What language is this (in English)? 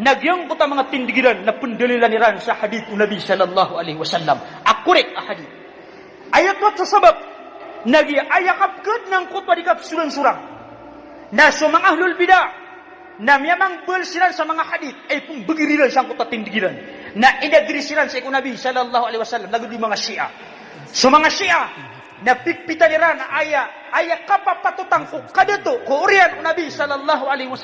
Maranao